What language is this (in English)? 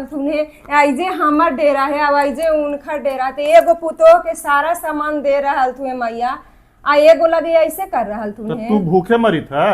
Magahi